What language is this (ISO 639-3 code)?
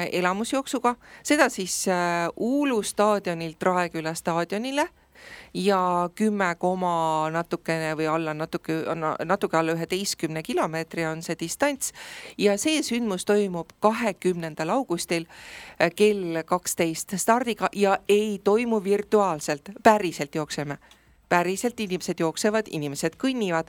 est